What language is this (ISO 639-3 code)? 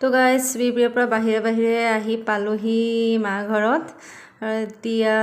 asm